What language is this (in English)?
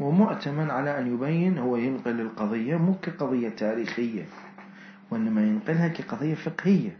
Mesopotamian Arabic